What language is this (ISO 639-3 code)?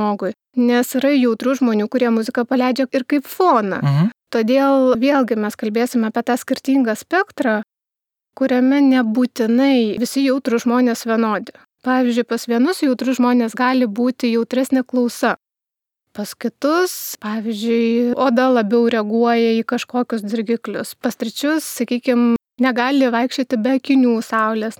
lit